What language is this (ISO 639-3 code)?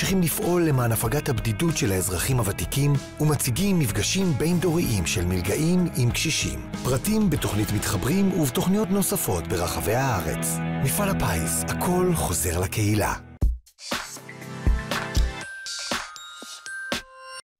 heb